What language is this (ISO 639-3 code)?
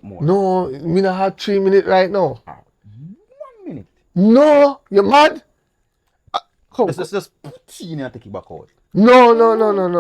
jam